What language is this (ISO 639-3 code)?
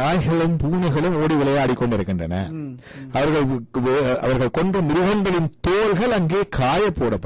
tam